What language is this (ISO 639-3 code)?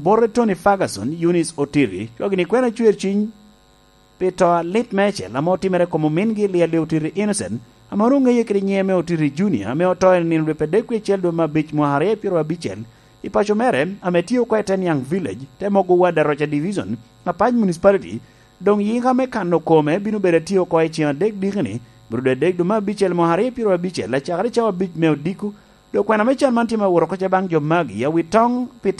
laj